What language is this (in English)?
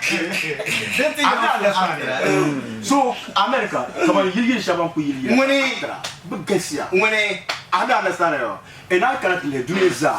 Dagbani